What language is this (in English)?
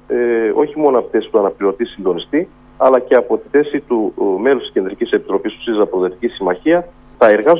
Greek